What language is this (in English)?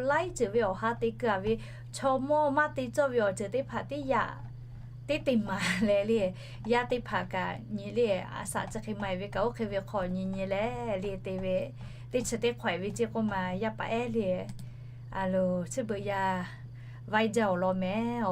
Lahu